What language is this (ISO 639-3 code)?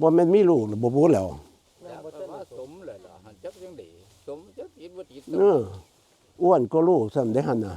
tts